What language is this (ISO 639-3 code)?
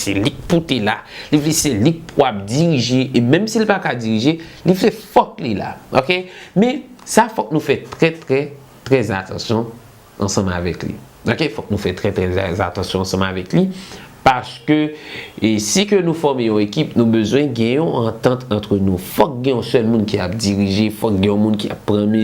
hat